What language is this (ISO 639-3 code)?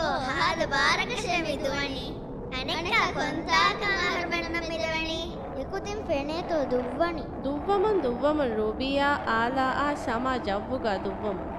div